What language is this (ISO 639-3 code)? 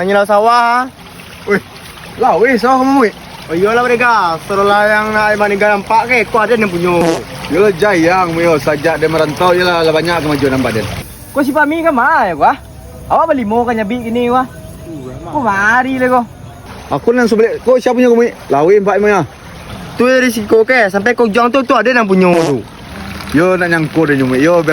min